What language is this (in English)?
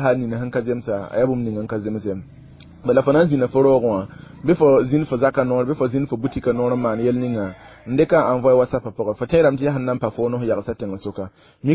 Mossi